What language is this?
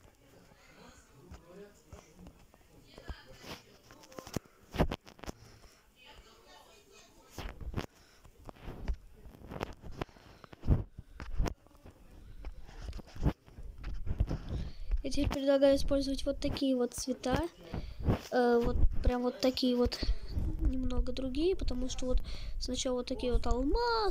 Russian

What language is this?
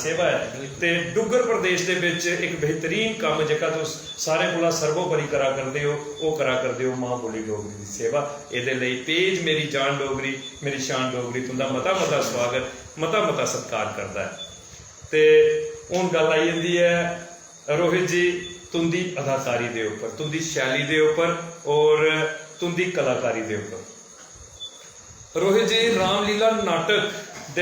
Dogri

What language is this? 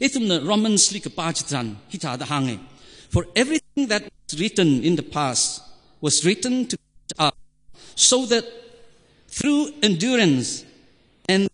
Tangkhul Naga (India)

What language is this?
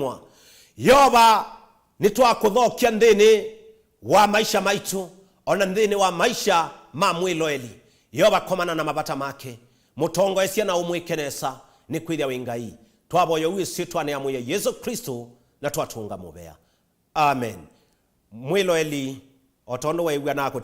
Kamba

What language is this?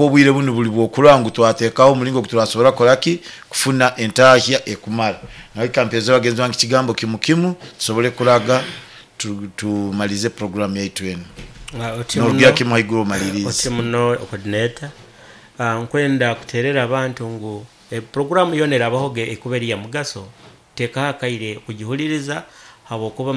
Nyoro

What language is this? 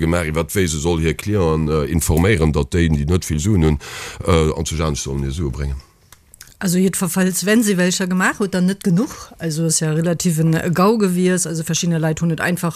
Luxembourgish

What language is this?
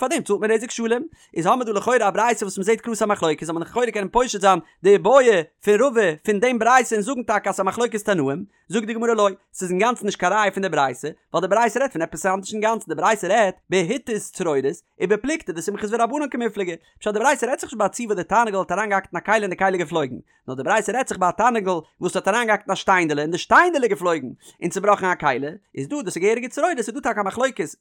Yiddish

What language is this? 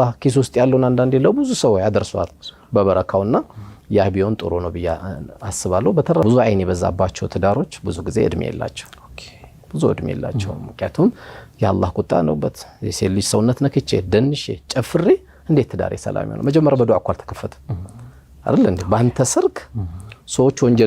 Amharic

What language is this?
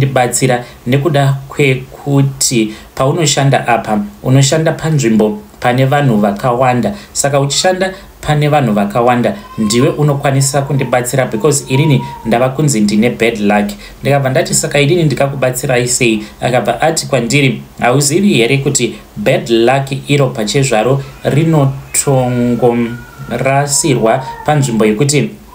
Shona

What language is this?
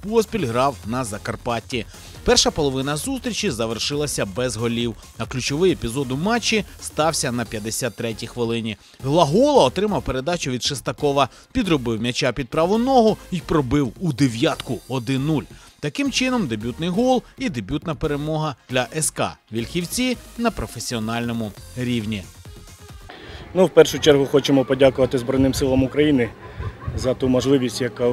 Ukrainian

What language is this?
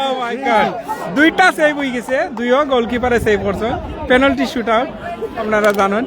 Sylheti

